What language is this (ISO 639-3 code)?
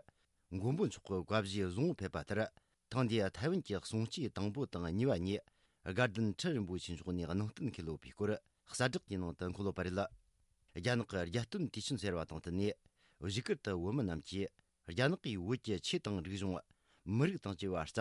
bod